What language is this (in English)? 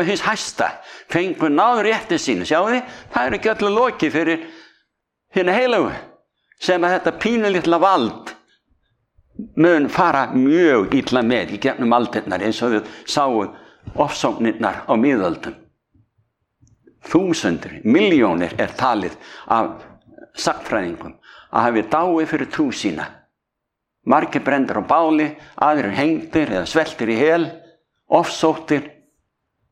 Icelandic